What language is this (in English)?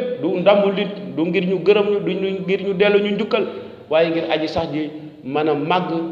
Wolof